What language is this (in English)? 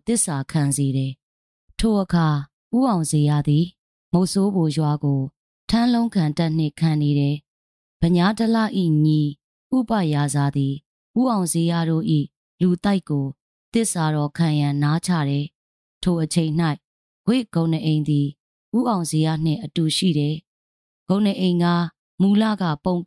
Burmese